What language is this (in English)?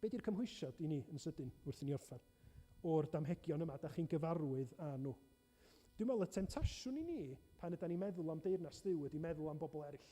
Welsh